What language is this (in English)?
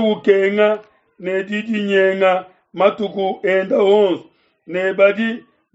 Luba-Lulua